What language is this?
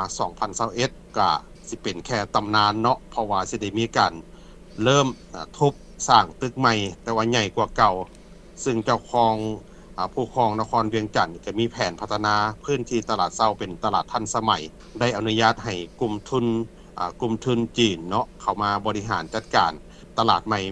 Lao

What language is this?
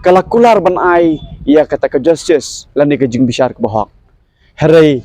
Khasi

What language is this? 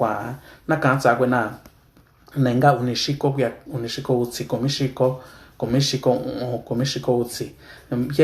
Mixtepec Mixtec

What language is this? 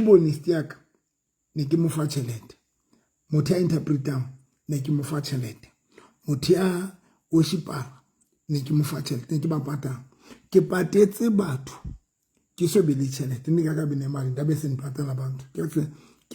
Southern Sotho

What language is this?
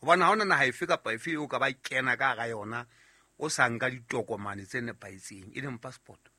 Southern Sotho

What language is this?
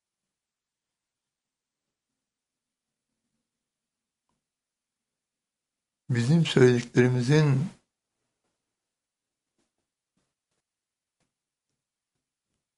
Turkish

